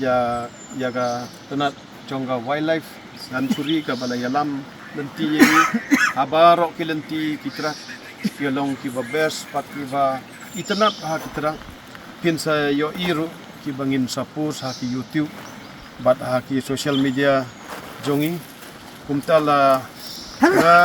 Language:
Khasi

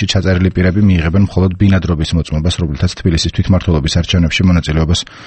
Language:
Georgian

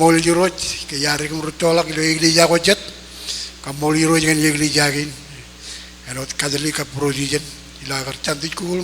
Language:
Marshallese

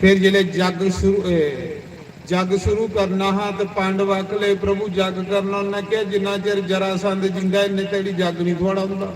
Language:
Dogri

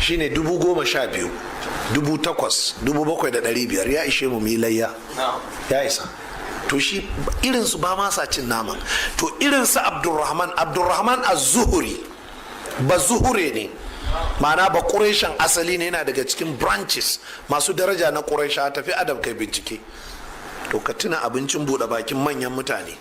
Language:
Hausa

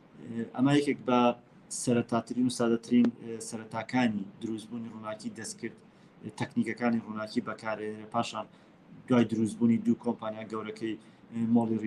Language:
Central Kurdish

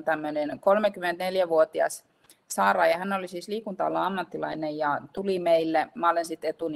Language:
Finnish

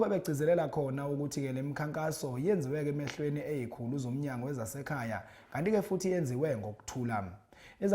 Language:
Zulu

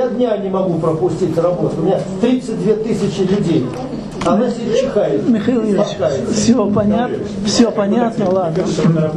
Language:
Russian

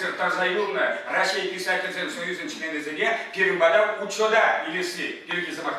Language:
Chuvash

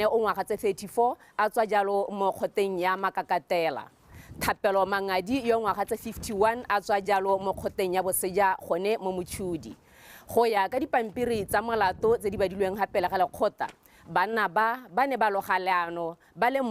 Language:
Tswana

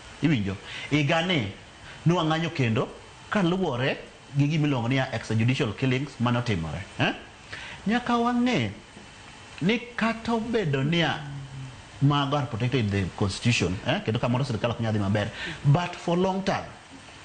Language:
Luo (Kenya and Tanzania)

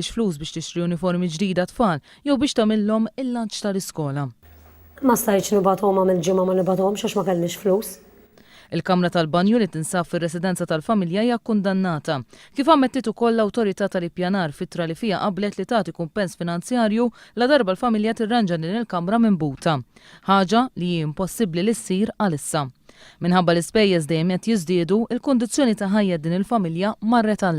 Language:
Maltese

